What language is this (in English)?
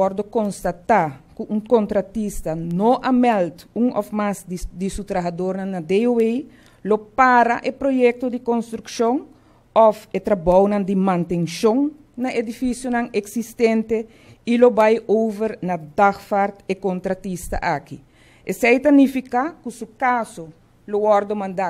Papiamento